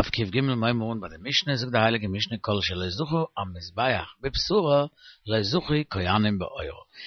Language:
Yiddish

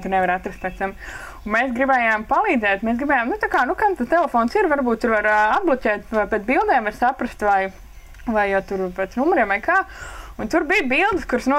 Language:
Latvian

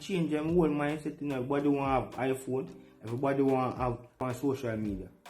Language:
Jamaican Creole English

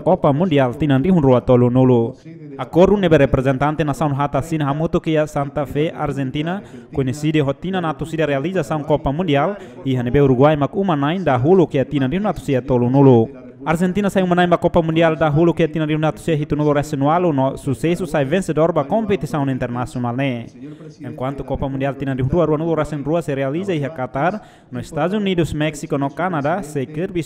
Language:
Tetum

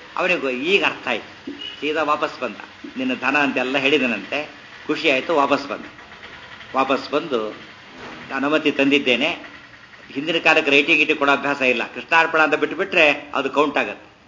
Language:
Kannada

